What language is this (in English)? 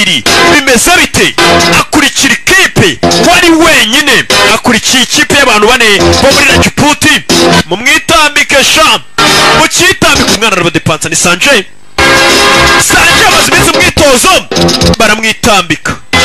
Kinyarwanda